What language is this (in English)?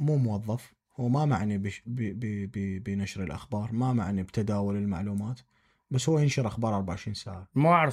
Mesopotamian Arabic